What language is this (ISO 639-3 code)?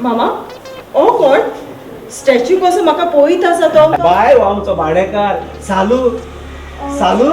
kok